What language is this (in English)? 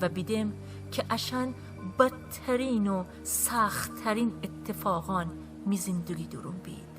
Gilaki